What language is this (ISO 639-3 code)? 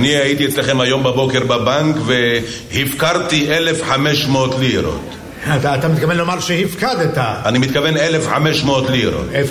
heb